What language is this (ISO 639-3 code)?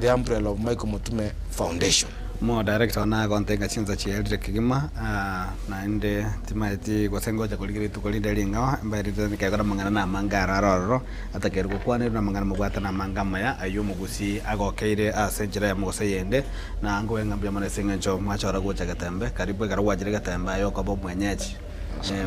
guz